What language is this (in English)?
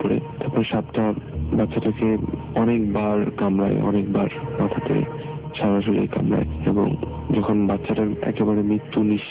Bangla